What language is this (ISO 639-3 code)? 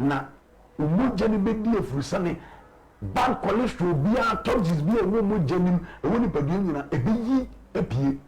aka